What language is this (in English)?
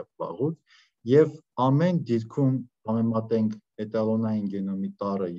Armenian